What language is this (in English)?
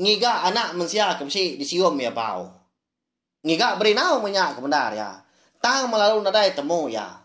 Iban